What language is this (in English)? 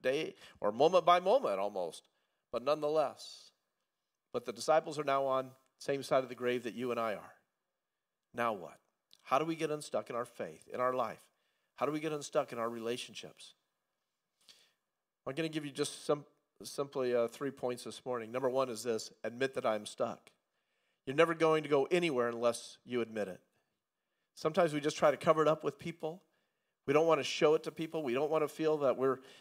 English